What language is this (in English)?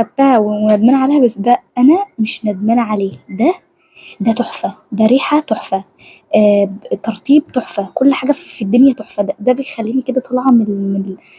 Egyptian Arabic